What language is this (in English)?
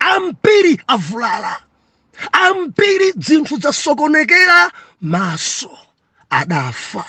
Nyanja